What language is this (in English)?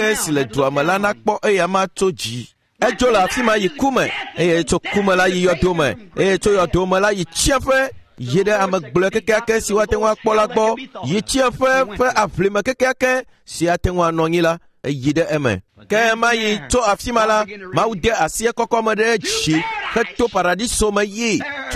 Ewe